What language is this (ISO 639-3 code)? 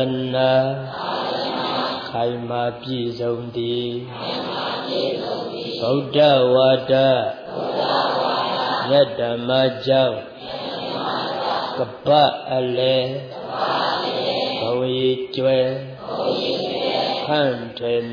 mya